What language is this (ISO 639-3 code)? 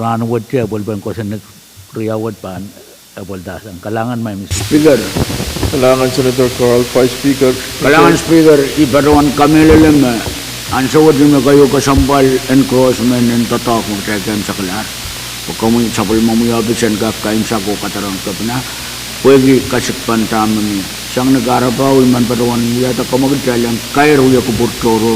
pon